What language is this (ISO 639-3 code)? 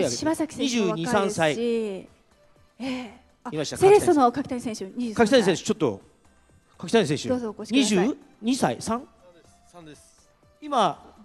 jpn